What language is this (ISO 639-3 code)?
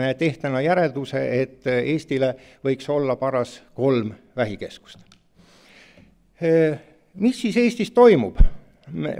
est